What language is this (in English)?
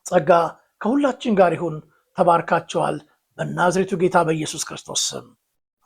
Amharic